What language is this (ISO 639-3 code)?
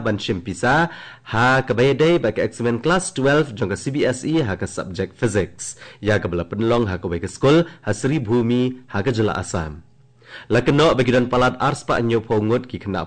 kha